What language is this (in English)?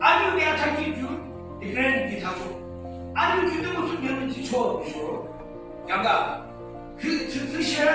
Yimchungru Naga